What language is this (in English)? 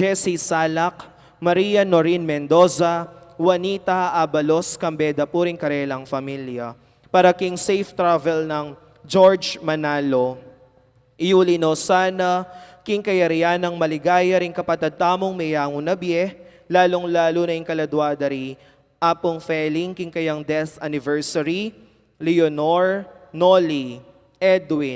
Pampanga